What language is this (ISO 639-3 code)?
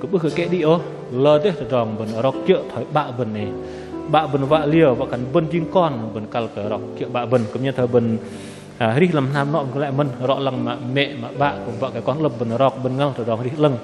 bdq